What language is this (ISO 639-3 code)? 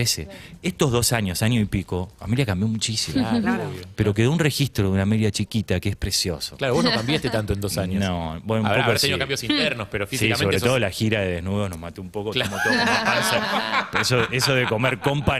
spa